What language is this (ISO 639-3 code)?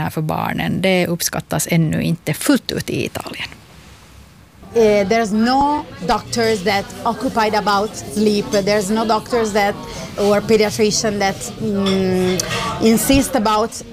swe